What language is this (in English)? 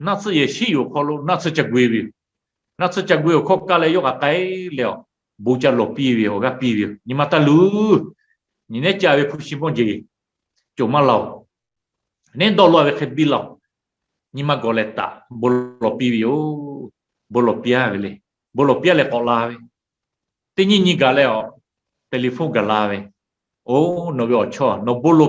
Lahu